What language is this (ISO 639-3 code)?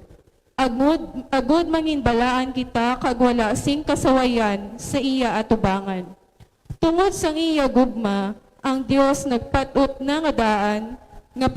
hil